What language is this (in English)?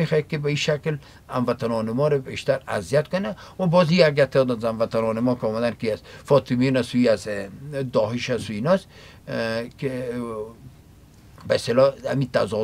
Persian